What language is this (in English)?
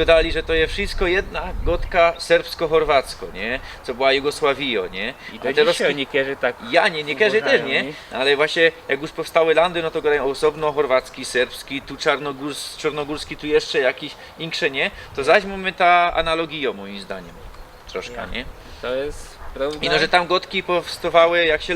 Silesian